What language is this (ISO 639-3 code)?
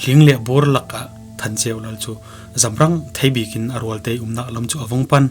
cfm